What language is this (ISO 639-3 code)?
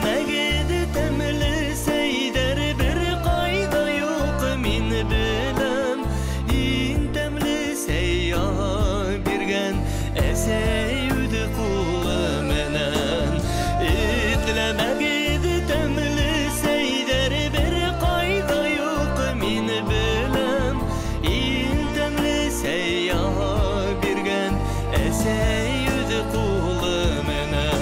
bak